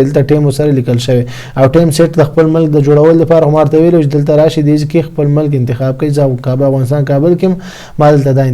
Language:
Pashto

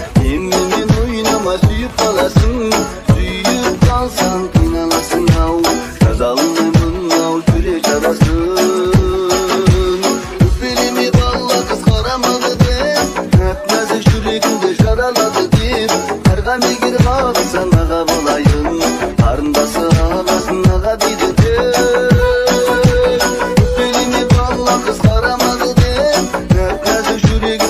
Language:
Kazakh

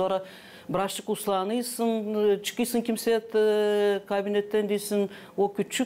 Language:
Gagauz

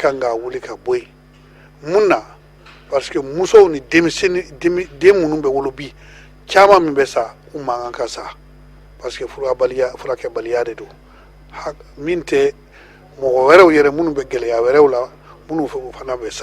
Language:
Bambara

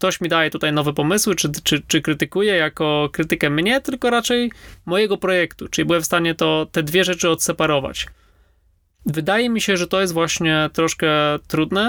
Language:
Polish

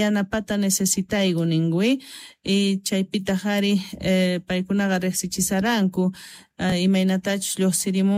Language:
South Bolivian Quechua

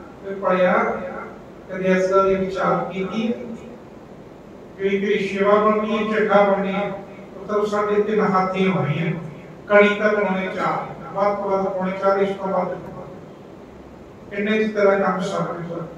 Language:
Punjabi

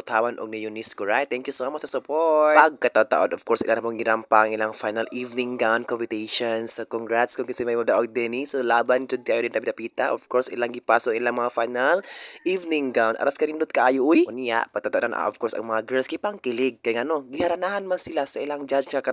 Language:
Cebuano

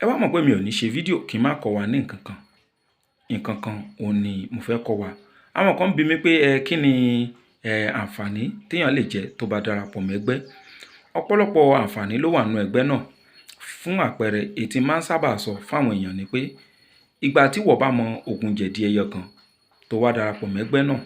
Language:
Yoruba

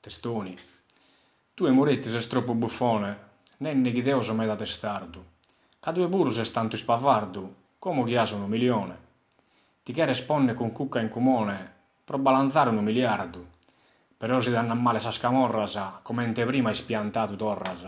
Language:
Sardinian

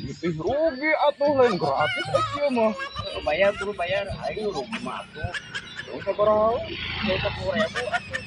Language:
Sundanese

